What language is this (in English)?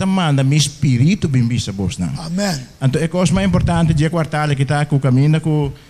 Papiamento